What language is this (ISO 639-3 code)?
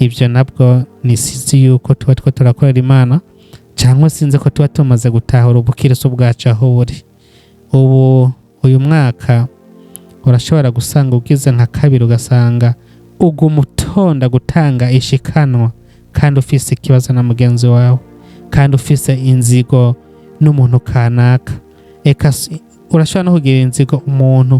run